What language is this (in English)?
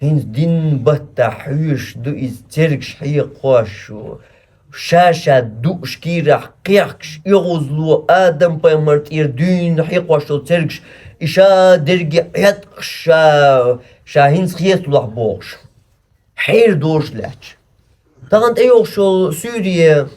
Chechen